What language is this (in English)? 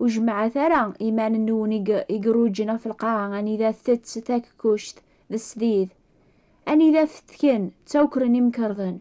Kabyle